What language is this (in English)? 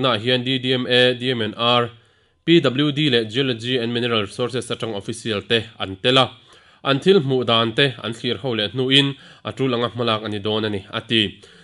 Mizo